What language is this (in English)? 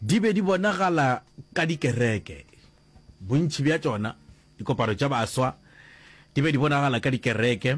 Northern Sotho